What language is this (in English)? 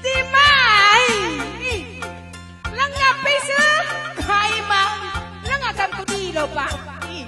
Batak Karo